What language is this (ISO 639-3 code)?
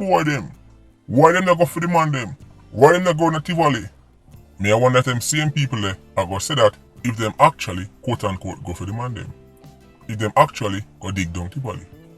jam